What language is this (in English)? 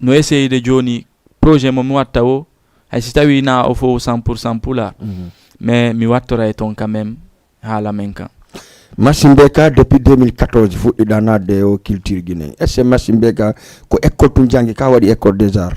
Fula